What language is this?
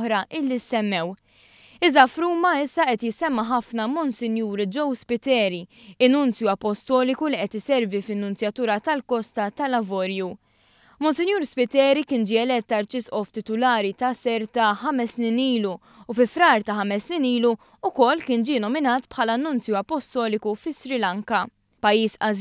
Maltese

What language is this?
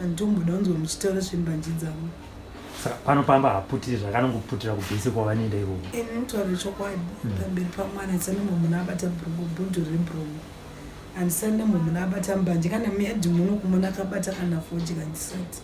Shona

